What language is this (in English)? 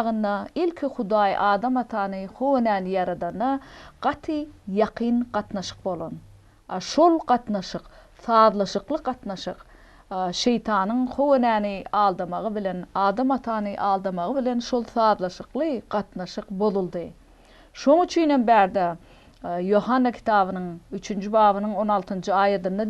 Turkmen